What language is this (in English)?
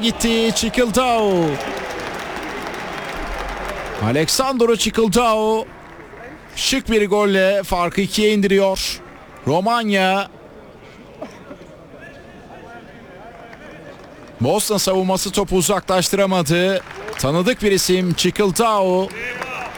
Turkish